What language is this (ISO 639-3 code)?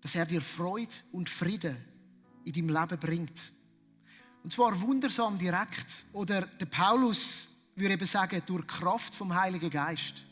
gsw